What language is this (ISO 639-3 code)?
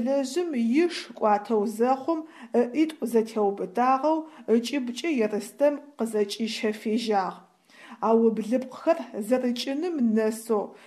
ady